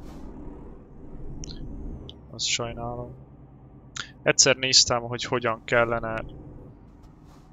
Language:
Hungarian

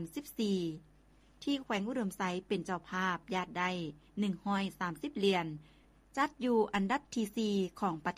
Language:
Lao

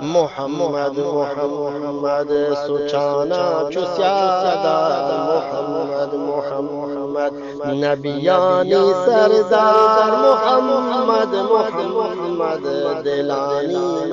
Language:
Eastern Balochi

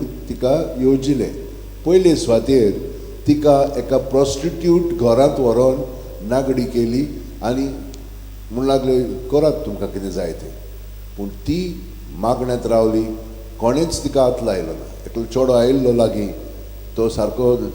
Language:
Konkani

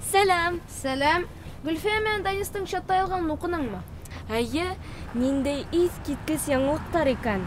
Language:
Bashkir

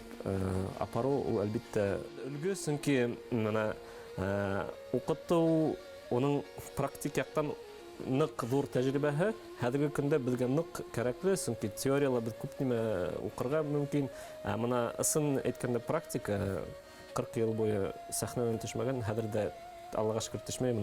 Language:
Bashkir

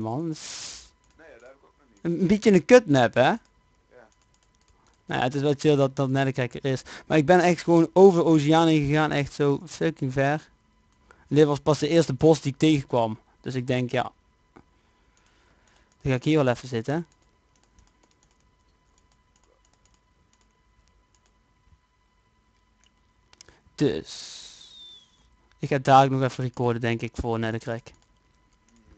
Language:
Dutch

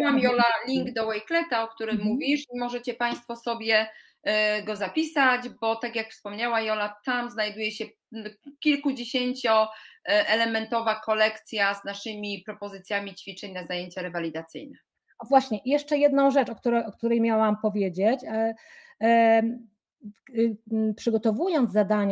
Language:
Polish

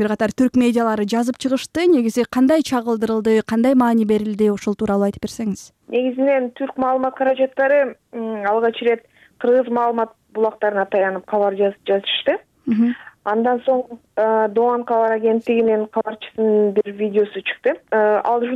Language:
Kyrgyz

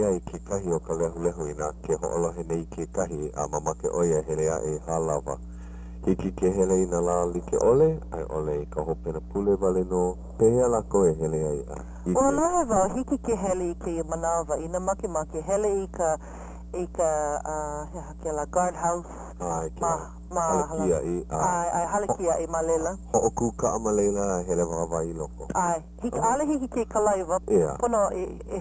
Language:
Hawaiian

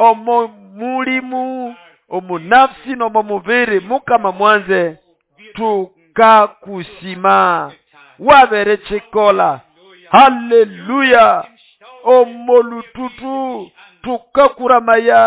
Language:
Nande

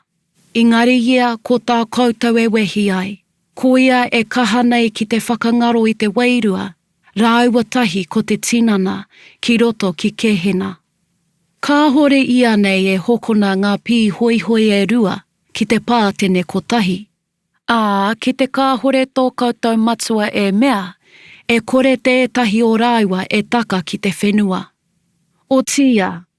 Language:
Māori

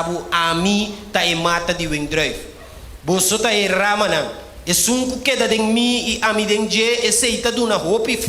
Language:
Papiamento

